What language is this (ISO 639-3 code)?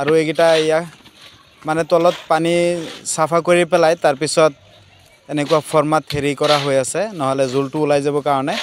asm